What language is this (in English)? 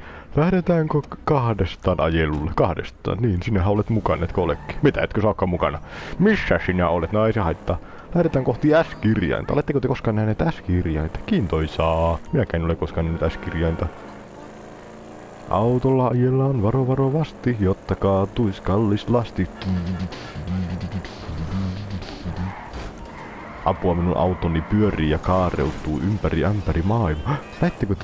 Finnish